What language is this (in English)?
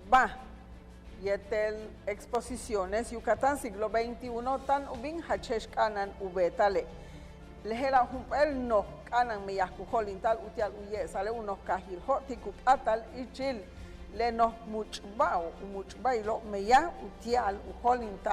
Yucateco